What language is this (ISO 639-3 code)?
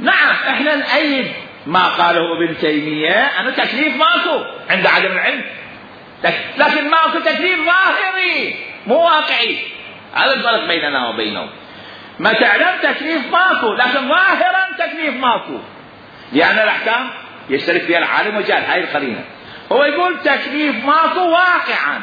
acm